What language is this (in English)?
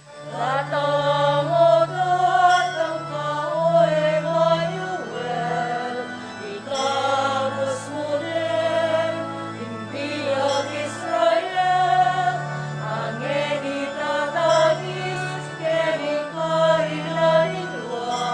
Pampanga